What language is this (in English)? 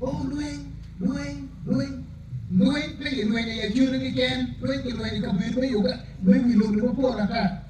Acoli